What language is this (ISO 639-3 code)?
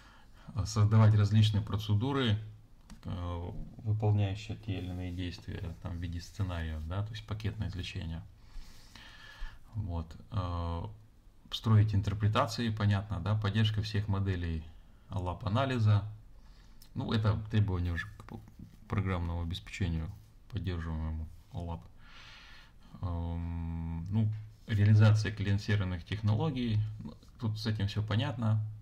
rus